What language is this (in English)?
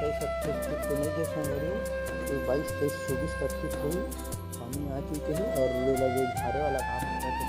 Chhattisgarhi